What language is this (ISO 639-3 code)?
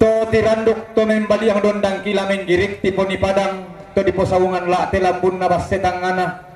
sda